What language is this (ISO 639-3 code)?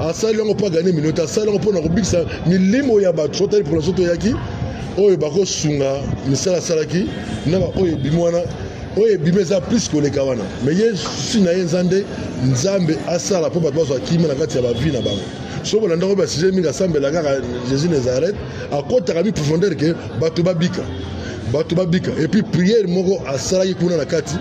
lin